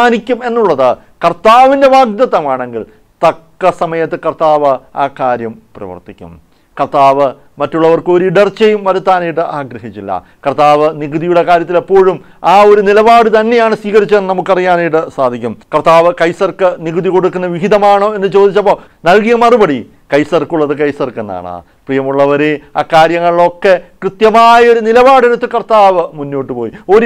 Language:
Malayalam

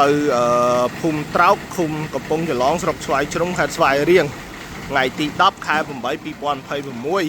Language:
Khmer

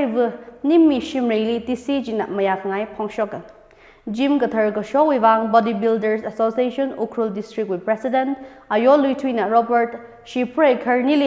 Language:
Tangkhul Naga (India)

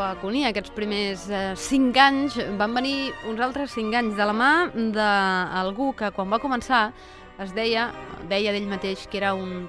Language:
Catalan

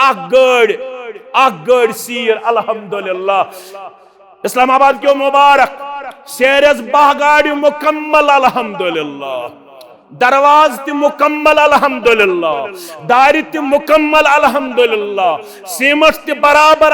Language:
Kashmiri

